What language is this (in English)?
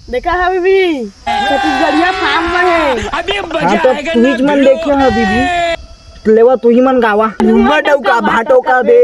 Chhattisgarhi